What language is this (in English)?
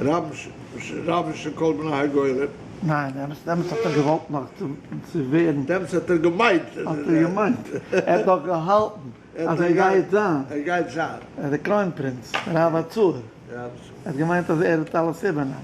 Yiddish